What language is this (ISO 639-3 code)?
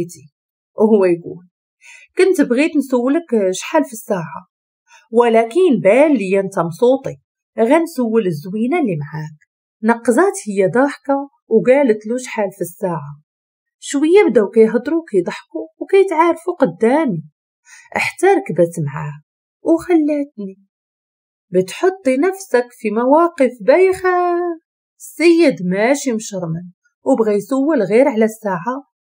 ary